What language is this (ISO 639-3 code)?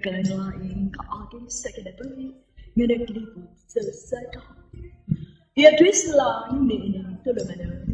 ceb